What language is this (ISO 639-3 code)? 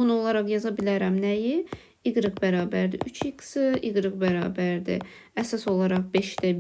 aze